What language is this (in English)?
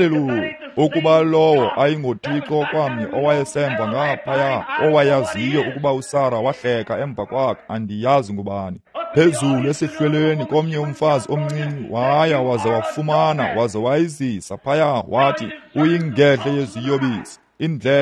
Xhosa